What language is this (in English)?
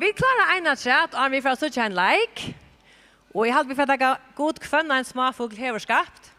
Faroese